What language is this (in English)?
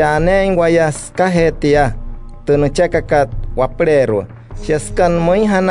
Wayuu